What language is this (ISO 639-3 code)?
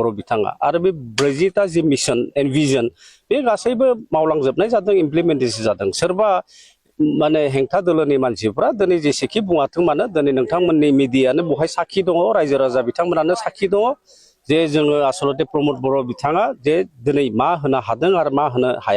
brx